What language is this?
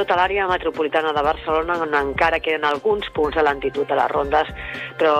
Catalan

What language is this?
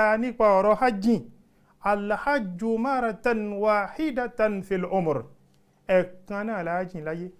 Yoruba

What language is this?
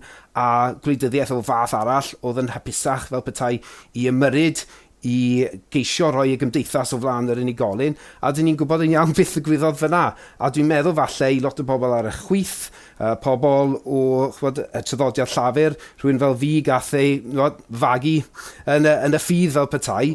Welsh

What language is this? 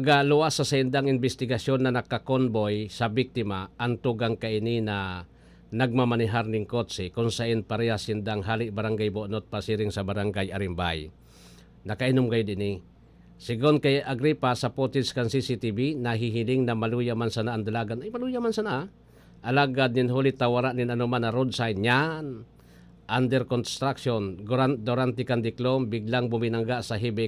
Bikol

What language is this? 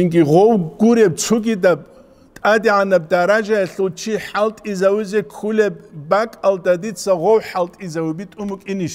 Avaric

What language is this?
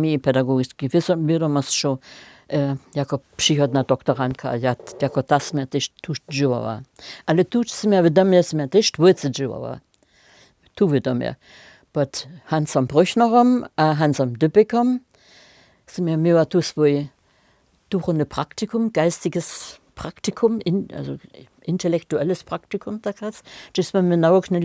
Upper Sorbian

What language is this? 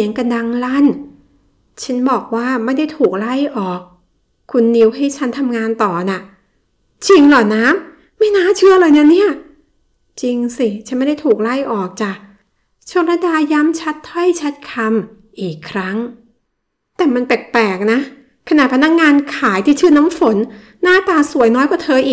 Thai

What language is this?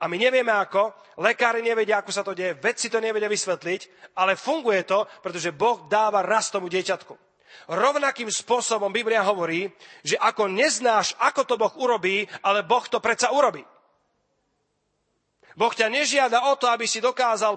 Slovak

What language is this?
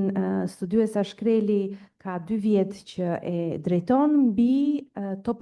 Albanian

